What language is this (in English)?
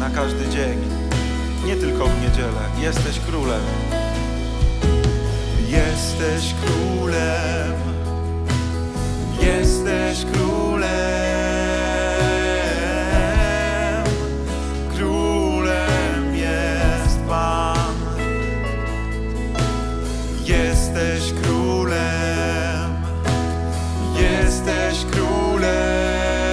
Polish